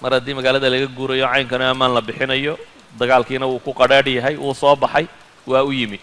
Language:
Somali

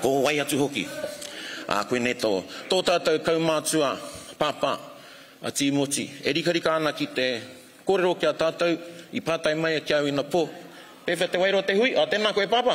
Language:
Māori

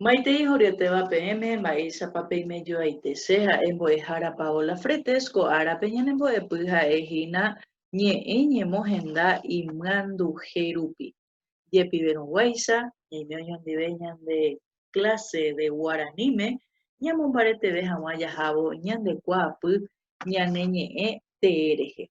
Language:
Guarani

